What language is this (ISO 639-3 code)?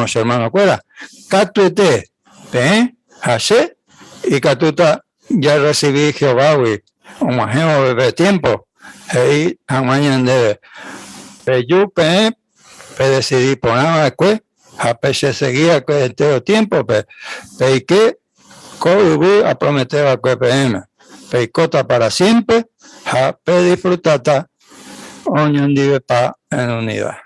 grn